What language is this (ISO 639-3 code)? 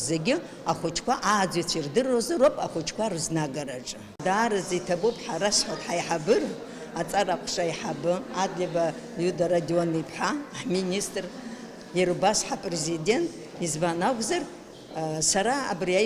abk